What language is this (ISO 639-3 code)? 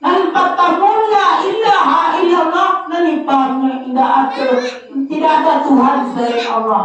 min